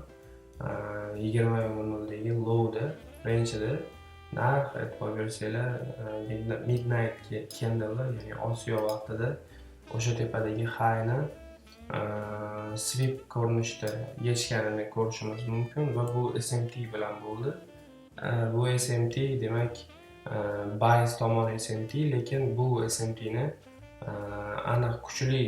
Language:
Uzbek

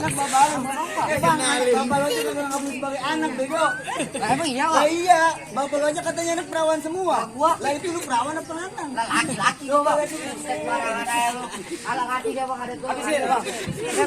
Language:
Betawi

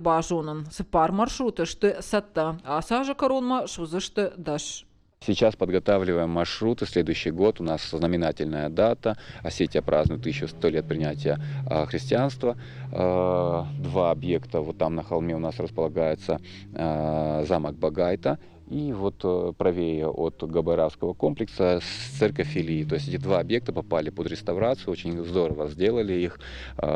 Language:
Ossetic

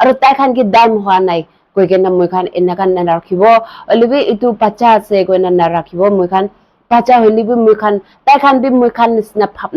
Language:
Naga Pidgin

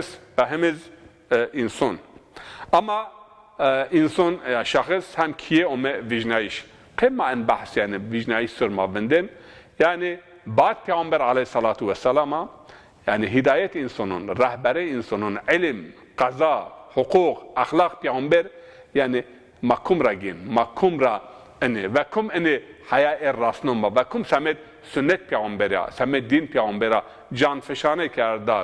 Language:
Zaza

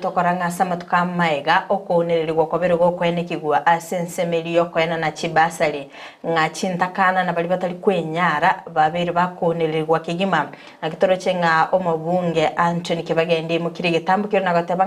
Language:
Gusii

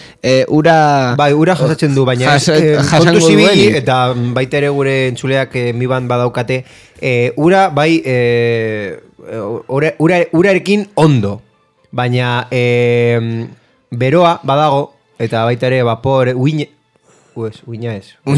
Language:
Basque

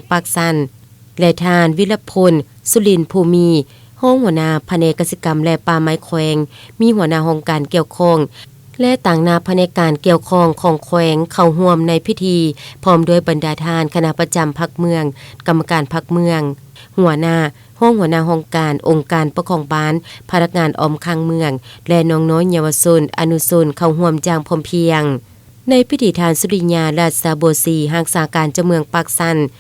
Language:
Lao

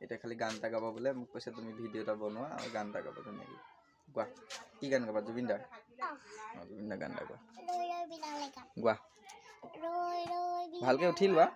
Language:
Assamese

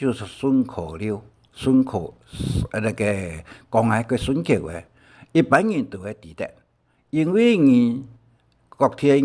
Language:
Hakka Chinese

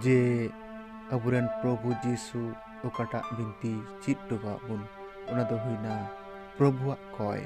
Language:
Santali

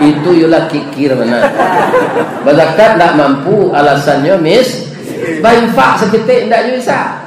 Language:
Minangkabau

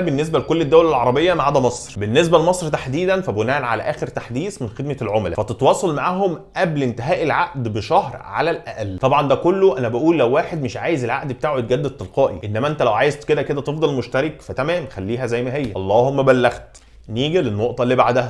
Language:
Egyptian Arabic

